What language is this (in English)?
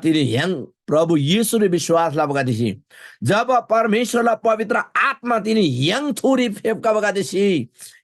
Eastern Tamang